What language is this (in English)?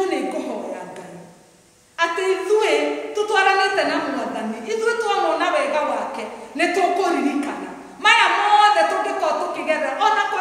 Kikuyu